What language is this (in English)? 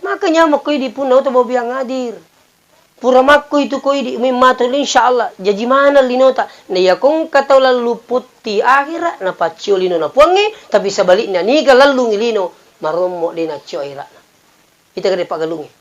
Buginese